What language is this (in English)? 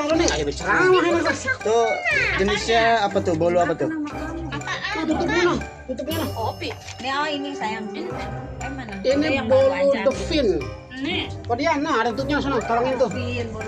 Betawi